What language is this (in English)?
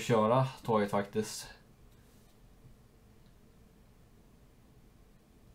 Swedish